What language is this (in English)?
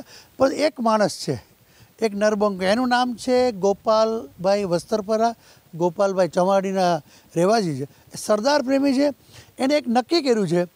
Gujarati